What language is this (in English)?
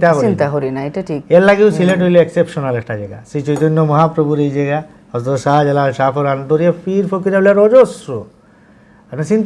Sylheti